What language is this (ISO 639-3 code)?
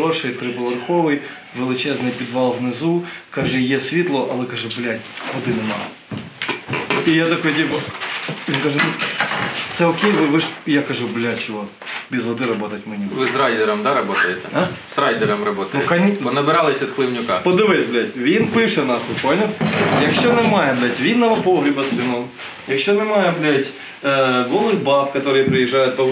ukr